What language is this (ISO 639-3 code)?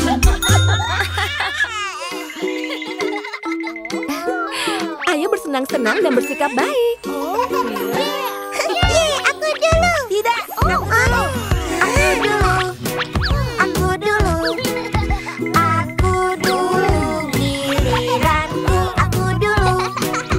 ind